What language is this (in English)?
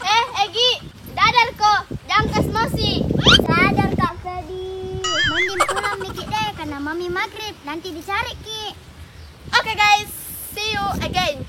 Makassar Malay